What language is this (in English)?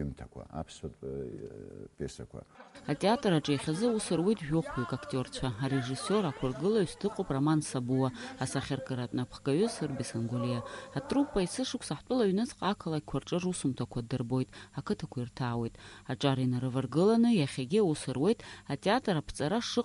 Abkhazian